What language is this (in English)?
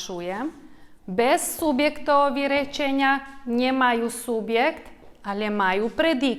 Rusyn